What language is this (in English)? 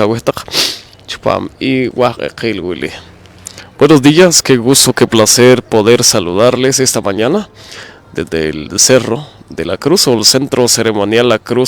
Poqomchi'